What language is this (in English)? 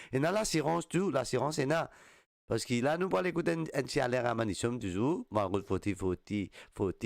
Morisyen